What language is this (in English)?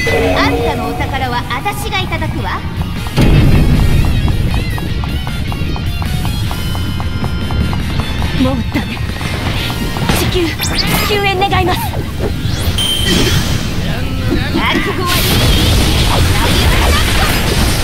Japanese